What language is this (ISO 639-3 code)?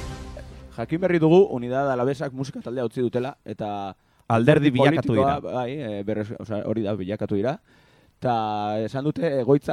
eus